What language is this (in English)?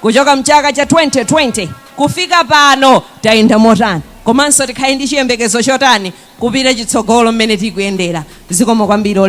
Nyanja